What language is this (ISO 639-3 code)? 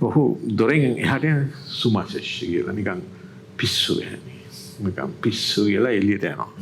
sin